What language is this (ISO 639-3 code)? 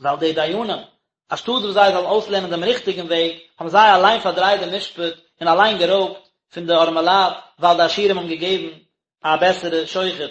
yid